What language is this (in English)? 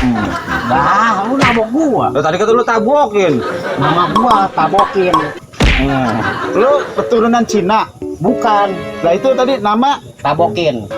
Betawi